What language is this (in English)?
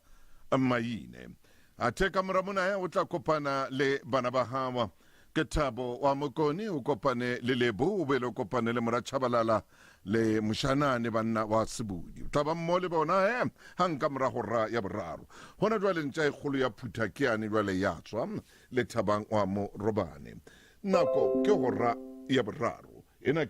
Southern Sotho